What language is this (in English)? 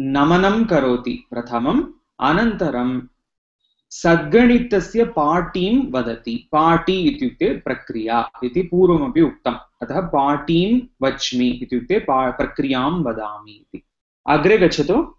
Sanskrit